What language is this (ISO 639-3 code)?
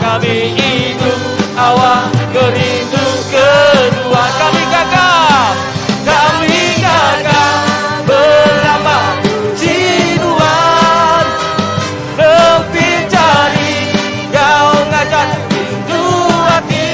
iba